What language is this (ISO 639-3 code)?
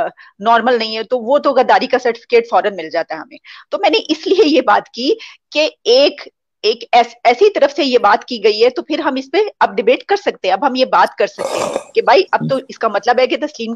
urd